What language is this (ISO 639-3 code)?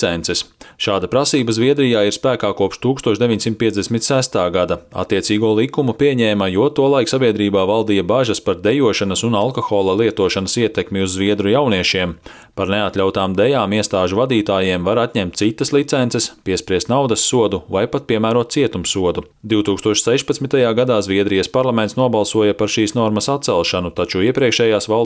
lav